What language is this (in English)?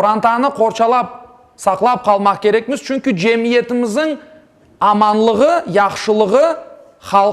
Crimean Tatar